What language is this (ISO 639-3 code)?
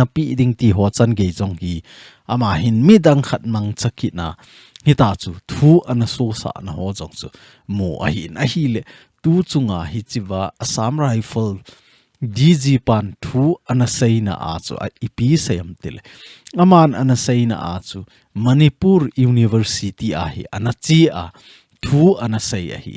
tcz